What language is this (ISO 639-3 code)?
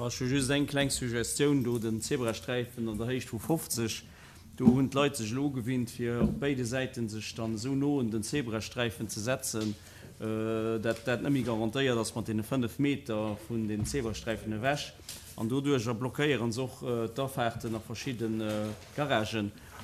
ltz